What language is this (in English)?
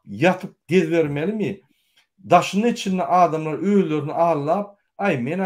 Turkmen